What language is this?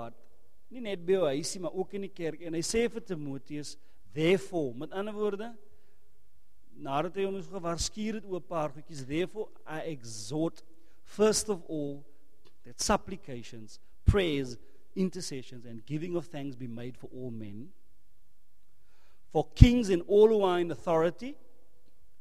Afrikaans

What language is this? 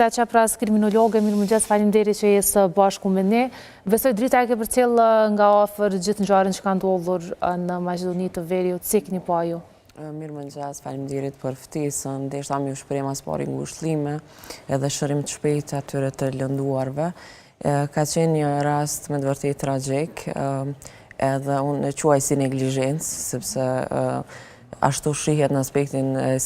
Albanian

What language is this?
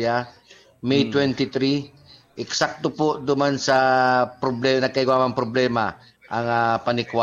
Bikol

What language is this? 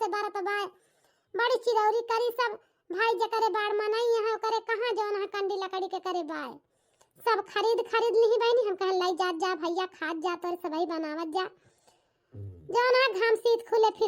Awadhi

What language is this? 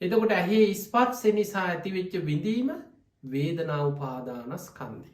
Sinhala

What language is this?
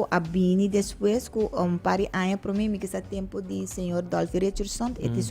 Papiamento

